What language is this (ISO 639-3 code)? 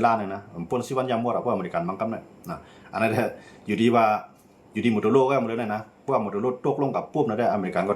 shn